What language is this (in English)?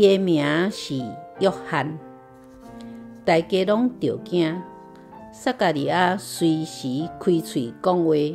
Min Nan Chinese